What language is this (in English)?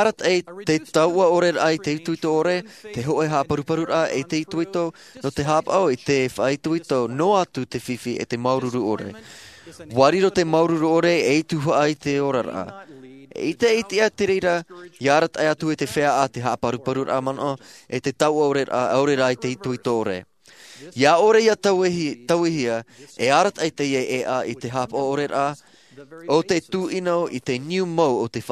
Tahitian